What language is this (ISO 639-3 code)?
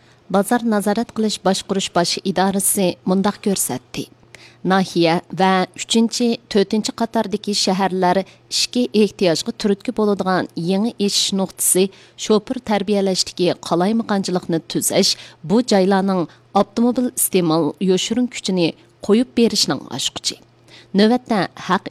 uig